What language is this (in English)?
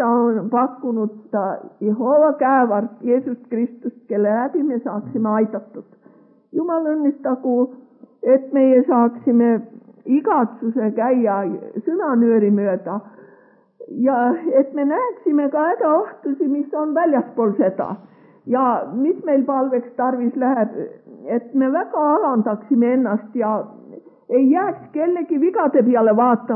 Estonian